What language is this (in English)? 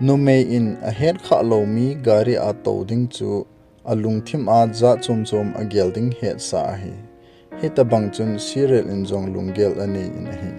Thado Chin